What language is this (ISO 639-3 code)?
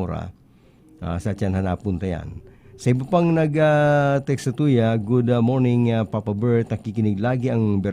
bik